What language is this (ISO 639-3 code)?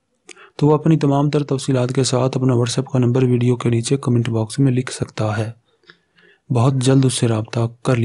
urd